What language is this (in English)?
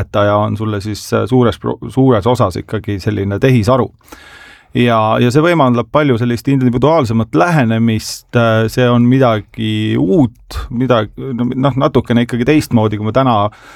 Estonian